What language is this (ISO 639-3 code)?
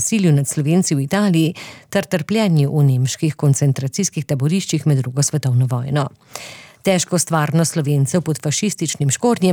slv